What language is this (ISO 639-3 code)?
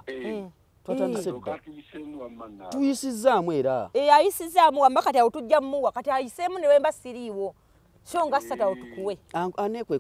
lug